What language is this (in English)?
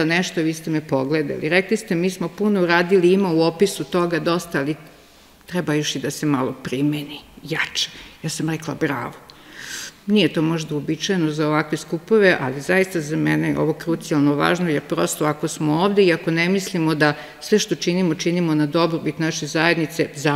Serbian